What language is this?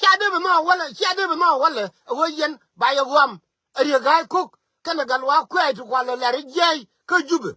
Nuer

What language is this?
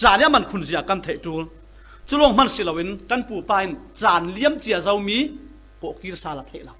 Falam Chin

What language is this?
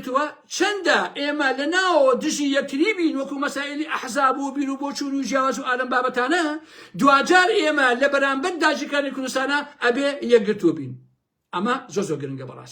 Central Kurdish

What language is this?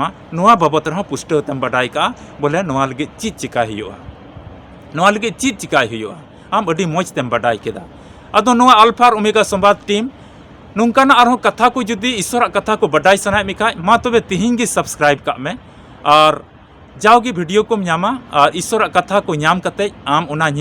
Santali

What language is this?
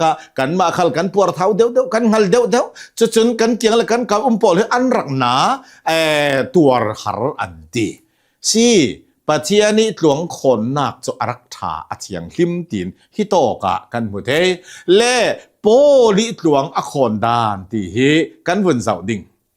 Hakha Chin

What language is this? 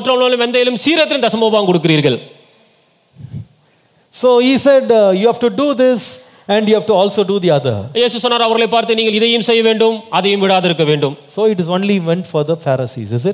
Tamil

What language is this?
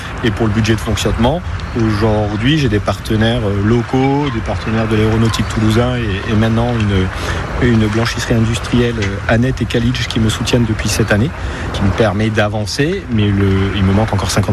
French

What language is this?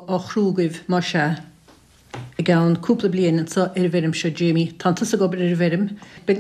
Irish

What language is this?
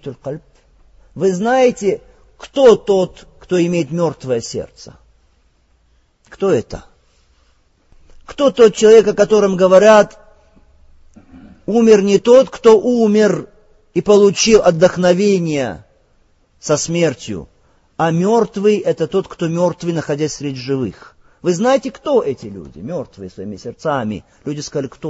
Russian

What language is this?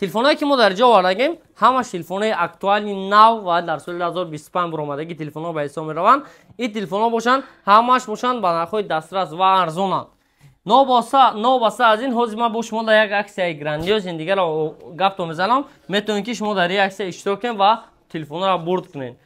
Tajik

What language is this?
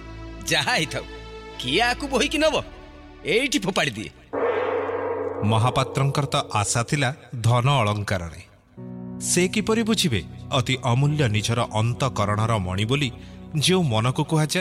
Odia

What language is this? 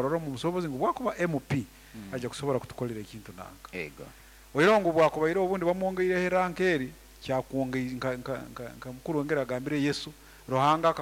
Nyankole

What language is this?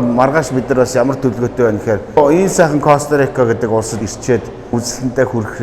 Mongolian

